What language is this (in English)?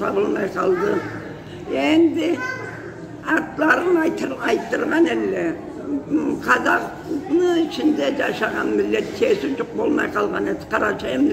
Karachay-Balkar